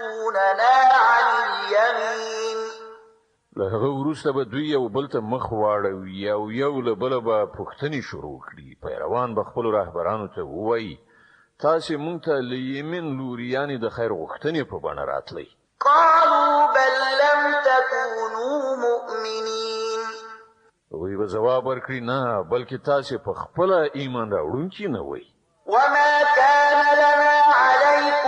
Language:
Pashto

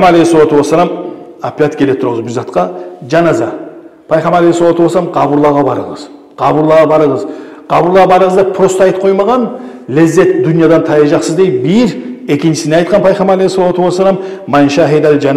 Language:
Kumyk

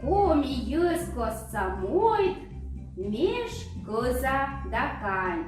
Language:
Komi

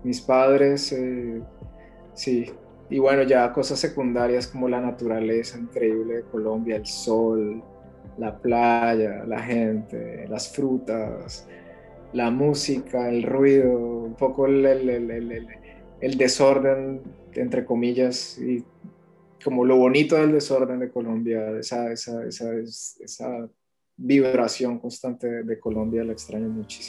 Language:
Spanish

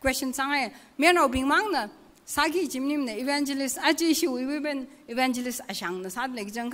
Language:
Tangkhul Naga (India)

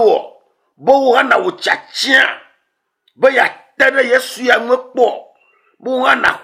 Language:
Ewe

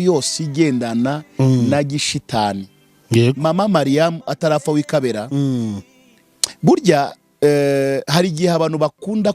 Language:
Kinyarwanda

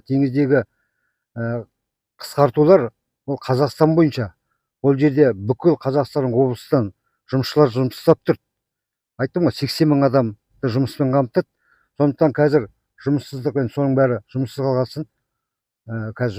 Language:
Kazakh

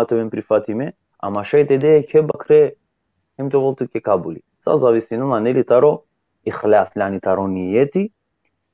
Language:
Balkan Romani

